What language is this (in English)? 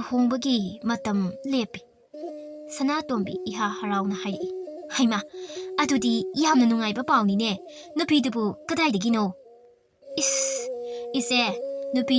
Manipuri